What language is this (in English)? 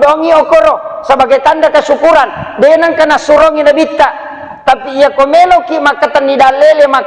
Buginese